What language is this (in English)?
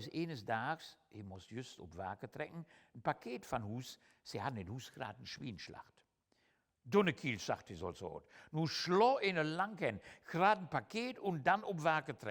Low German